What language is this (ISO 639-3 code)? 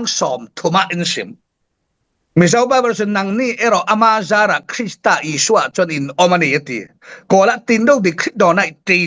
cfm